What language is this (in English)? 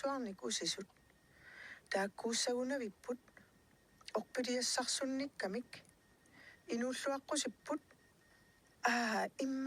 Kalaallisut